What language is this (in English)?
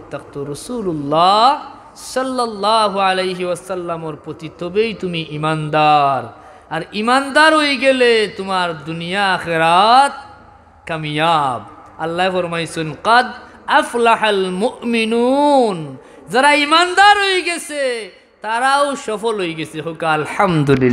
Sylheti